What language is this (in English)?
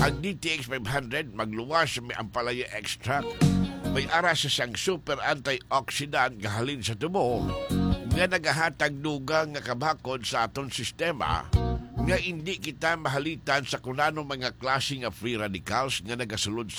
Hiligaynon